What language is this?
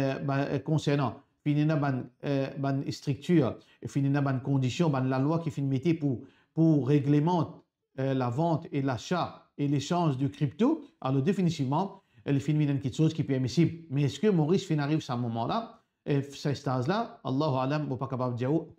Morisyen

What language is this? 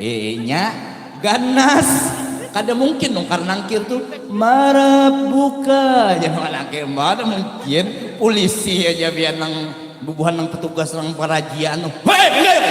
Banjar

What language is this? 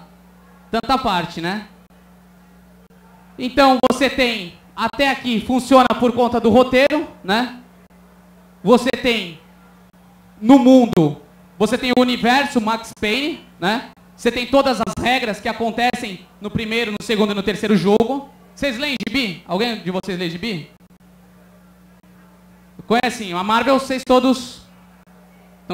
Portuguese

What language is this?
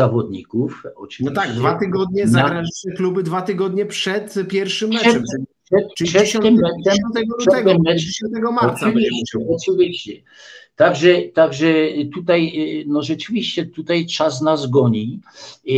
Polish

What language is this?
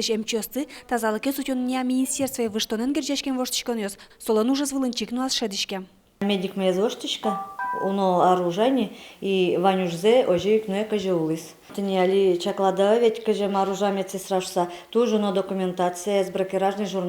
Udmurt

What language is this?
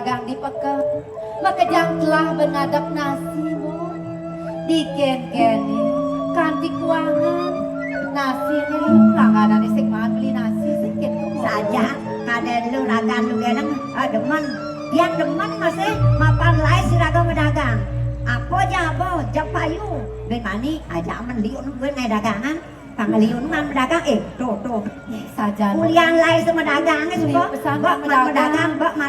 Balinese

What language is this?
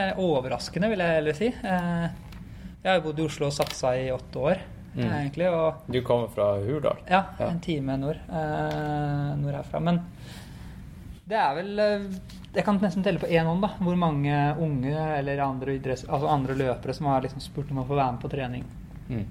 Norwegian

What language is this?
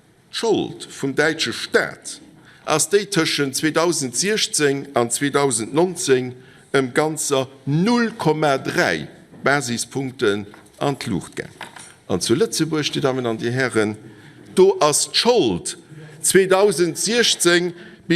Luxembourgish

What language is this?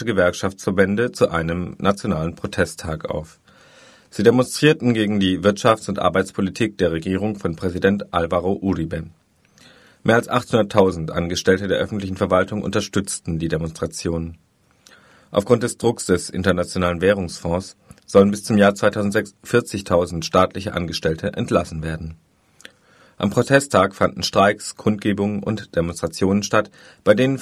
German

